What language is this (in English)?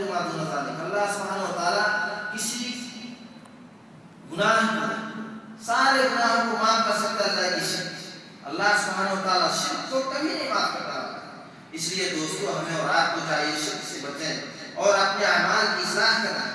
Urdu